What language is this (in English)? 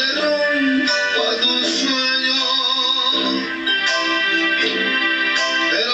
Spanish